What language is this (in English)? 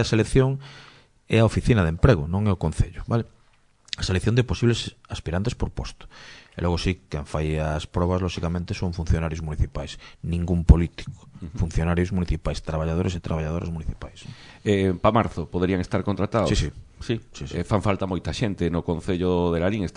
Galician